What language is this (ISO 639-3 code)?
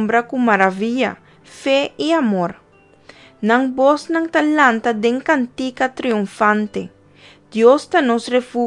pap